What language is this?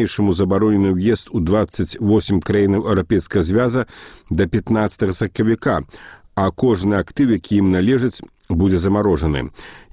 Belarusian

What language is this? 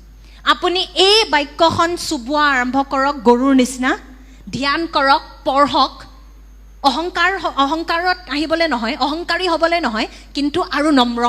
Assamese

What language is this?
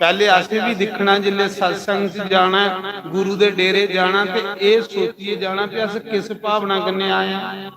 Dogri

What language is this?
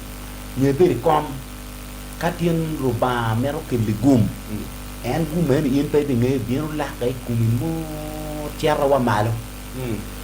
Acoli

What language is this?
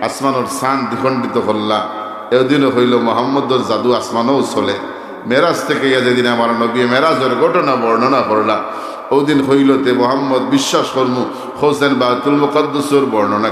Sylheti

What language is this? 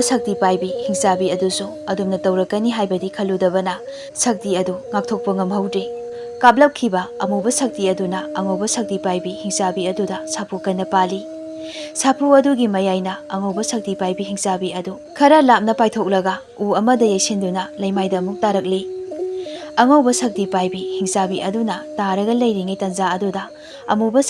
Manipuri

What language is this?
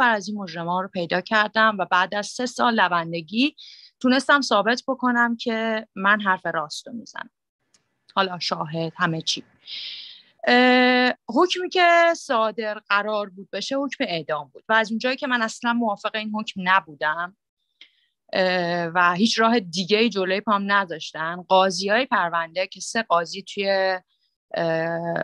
Persian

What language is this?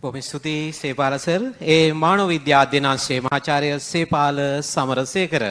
Sinhala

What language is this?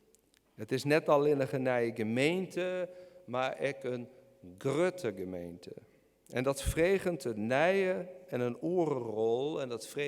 Western Frisian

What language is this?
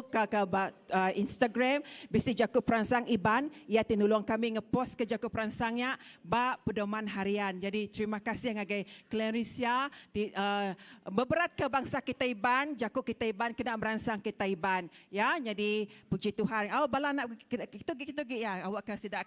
Iban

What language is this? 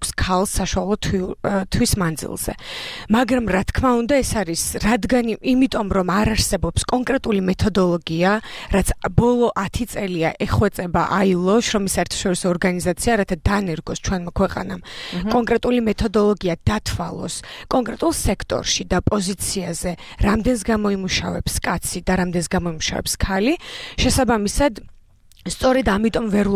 Georgian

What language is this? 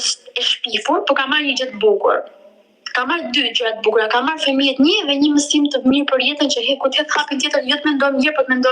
Albanian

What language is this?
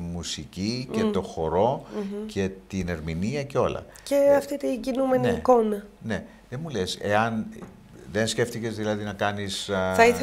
Greek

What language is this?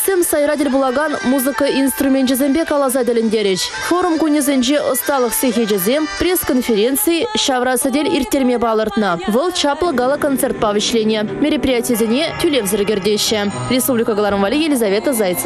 Chuvash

